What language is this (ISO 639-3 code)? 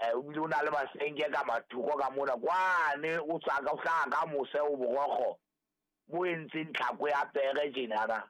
sot